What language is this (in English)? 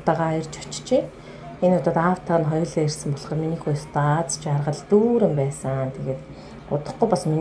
Mongolian